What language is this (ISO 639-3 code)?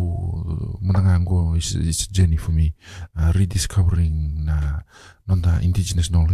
fij